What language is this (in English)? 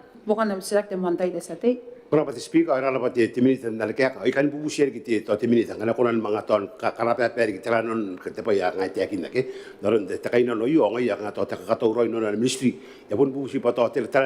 Gilbertese